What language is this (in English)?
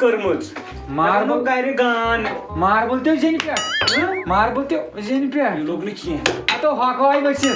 Kashmiri